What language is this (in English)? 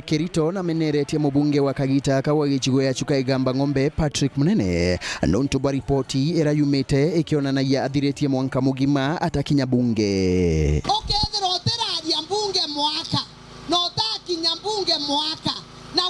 Meru